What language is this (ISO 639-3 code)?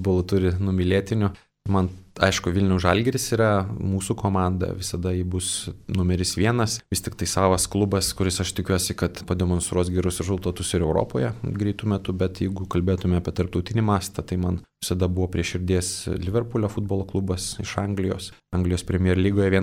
lit